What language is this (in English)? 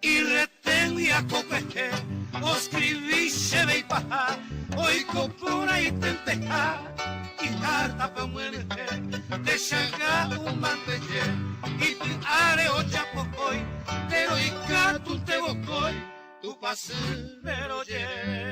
Guarani